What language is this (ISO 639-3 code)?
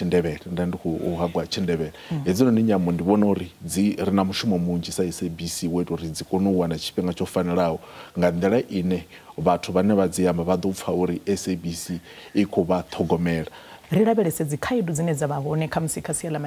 ven